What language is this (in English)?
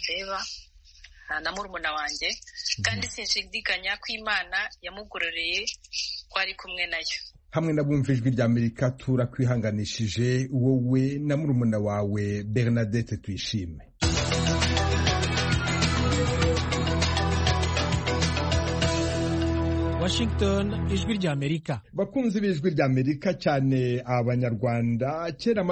Kinyarwanda